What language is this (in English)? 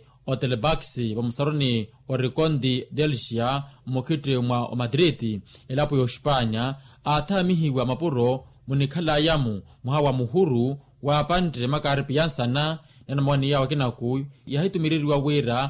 Makhuwa